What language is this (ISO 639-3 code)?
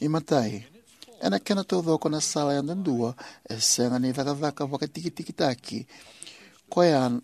fij